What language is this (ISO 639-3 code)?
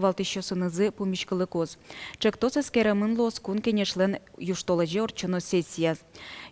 udm